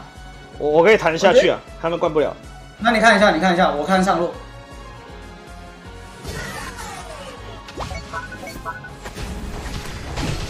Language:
Chinese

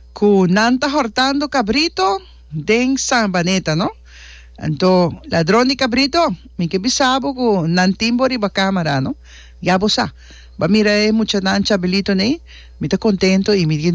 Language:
Papiamento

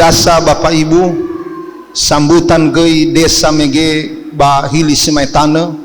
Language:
Nias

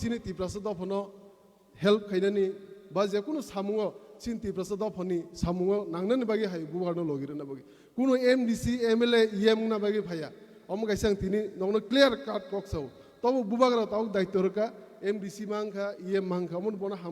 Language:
Kok Borok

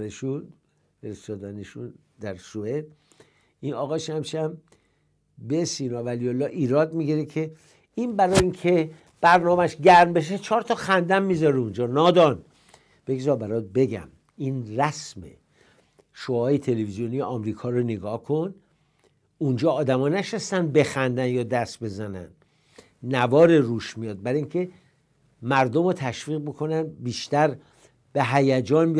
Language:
Persian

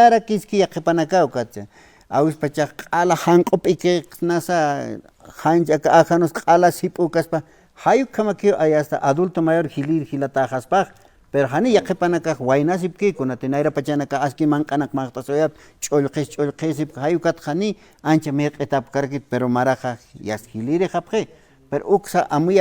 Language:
Aymara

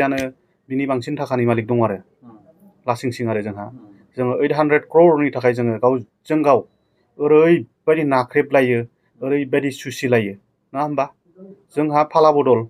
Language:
Bodo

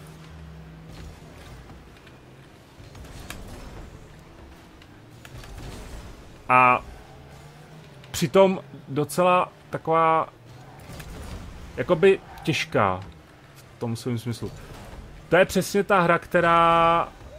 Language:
Czech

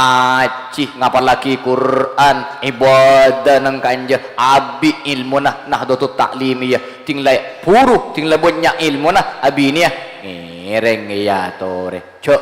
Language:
Madurese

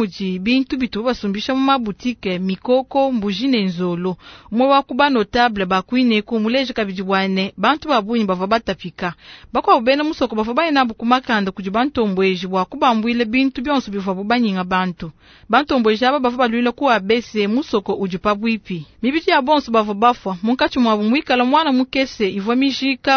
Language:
Luba-Lulua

